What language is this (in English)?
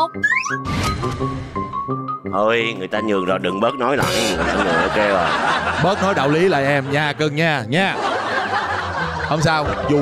Vietnamese